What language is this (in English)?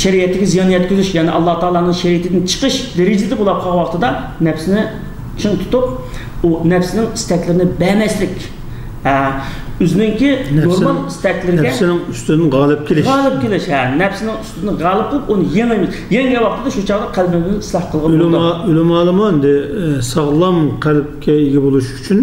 Uyghur